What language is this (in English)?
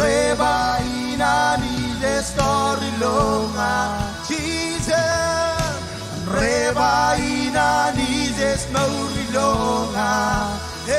Marshallese